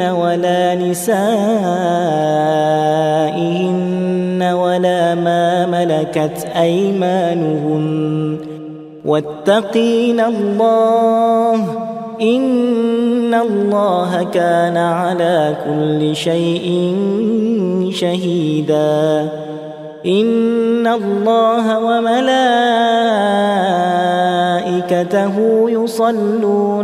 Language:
Arabic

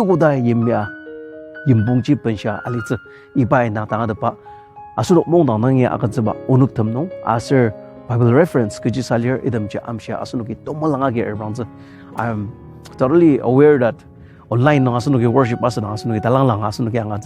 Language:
Ao Naga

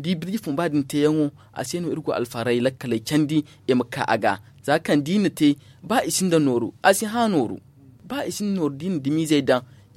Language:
Zarma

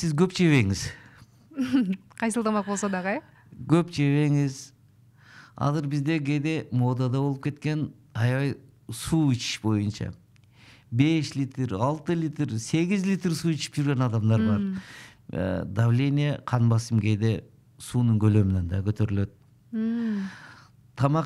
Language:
Kyrgyz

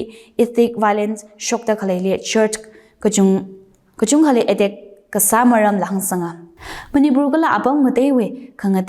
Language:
Tangkhul Naga (India)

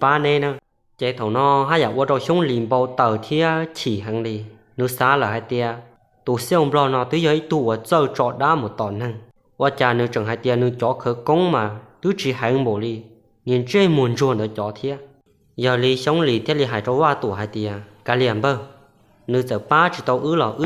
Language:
Hmong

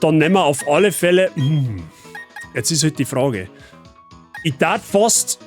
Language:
Bavarian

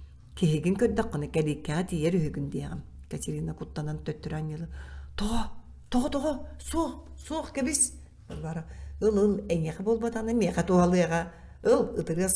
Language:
Yakut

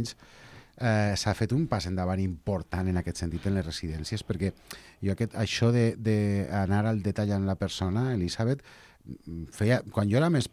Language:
Catalan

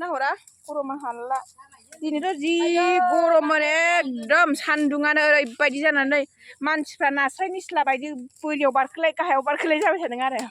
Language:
Bodo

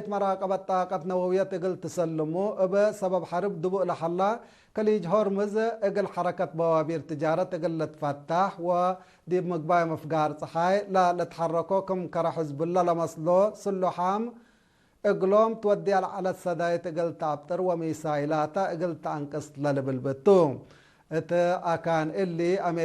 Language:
Tigre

